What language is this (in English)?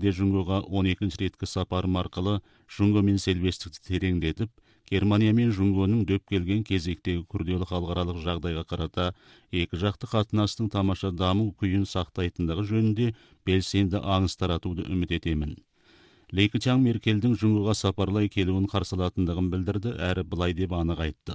Kazakh